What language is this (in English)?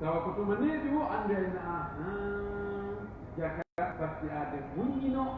Pular